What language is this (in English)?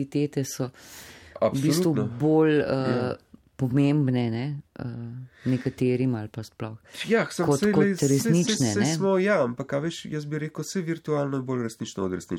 Slovenian